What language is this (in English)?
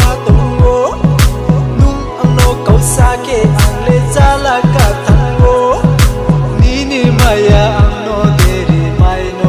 Riang (India)